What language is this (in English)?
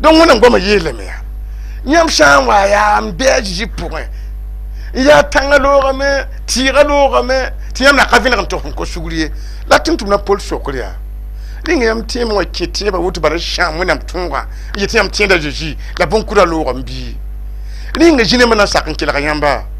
Mossi